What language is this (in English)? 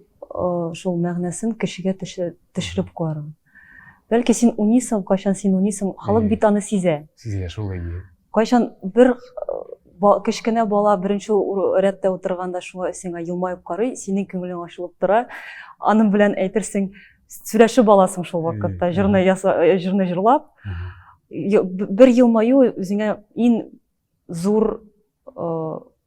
Tatar